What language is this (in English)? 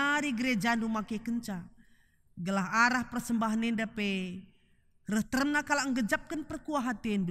Batak Karo